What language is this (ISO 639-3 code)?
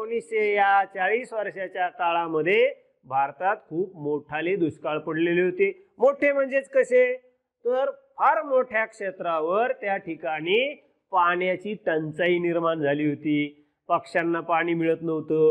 mar